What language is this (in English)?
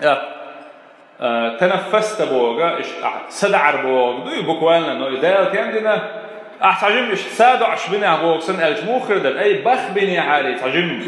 Chechen